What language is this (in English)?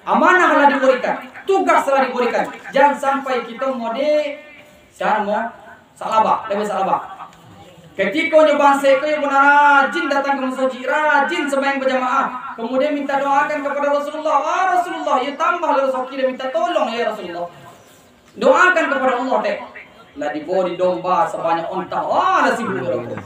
Minangkabau